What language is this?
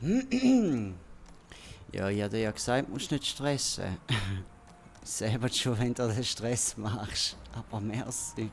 Swiss German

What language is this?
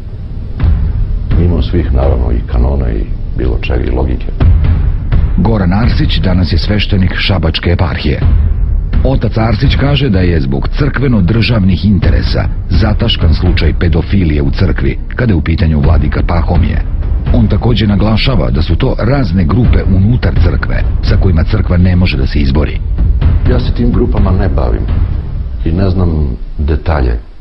Serbian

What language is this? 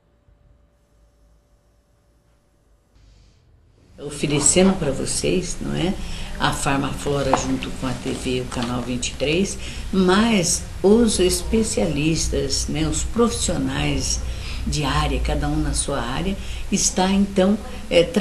Portuguese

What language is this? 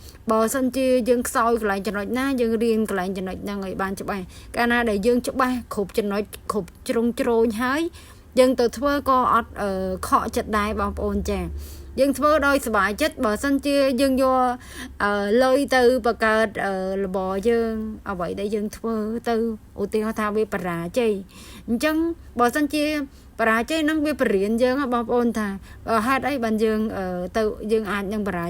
Khmer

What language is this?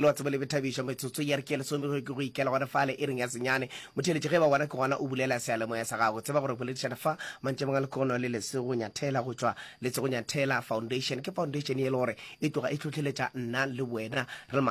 Northern Sotho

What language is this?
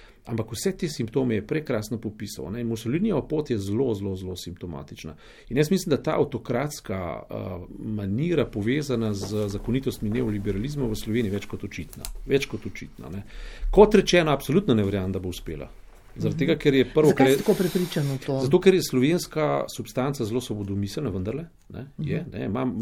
Slovenian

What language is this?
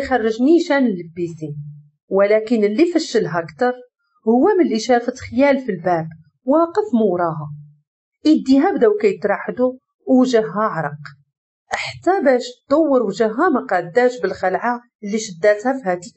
Moroccan Arabic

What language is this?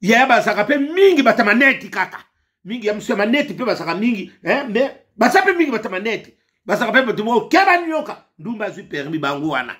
Lingala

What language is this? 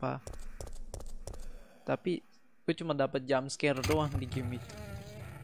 Indonesian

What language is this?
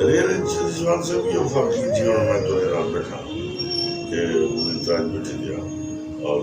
Saraiki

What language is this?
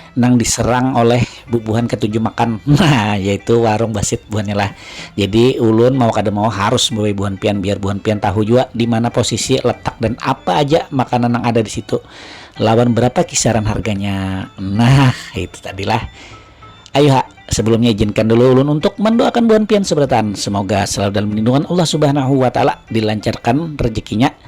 Banjar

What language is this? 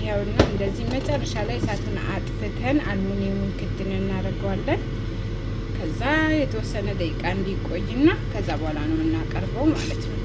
Amharic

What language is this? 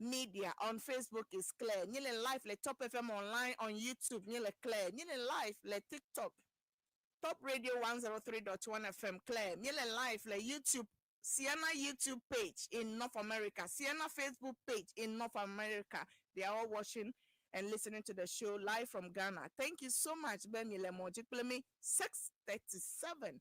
Ewe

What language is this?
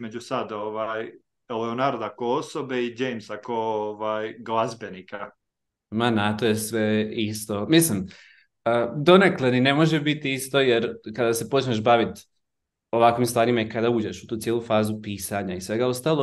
Croatian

